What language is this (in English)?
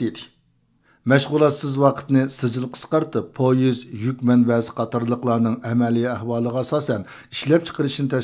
Uyghur